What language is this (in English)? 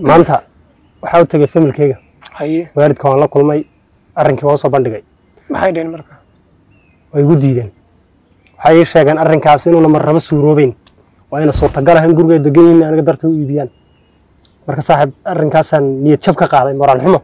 Somali